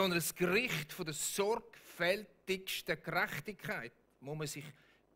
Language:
Swiss German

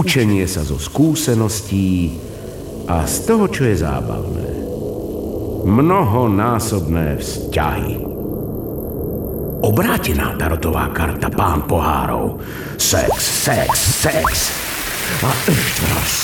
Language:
Slovak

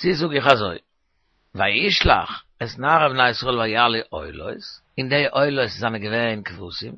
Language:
Yiddish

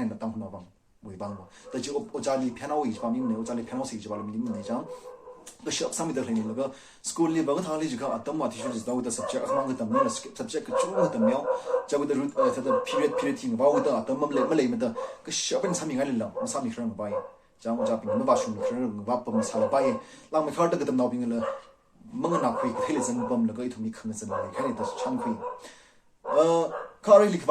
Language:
Tangkhul Naga (India)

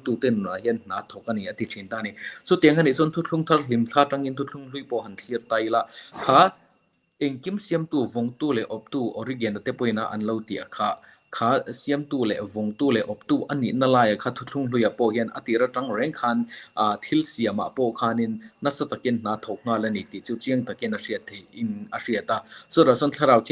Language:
Mizo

